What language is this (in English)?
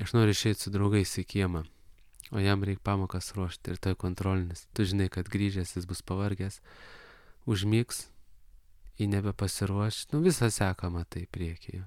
Lithuanian